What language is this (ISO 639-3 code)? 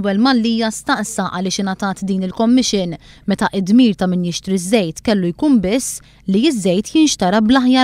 mlt